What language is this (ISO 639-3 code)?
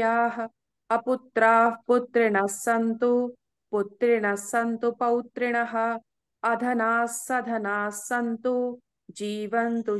san